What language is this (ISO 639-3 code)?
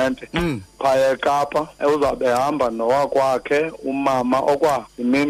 xho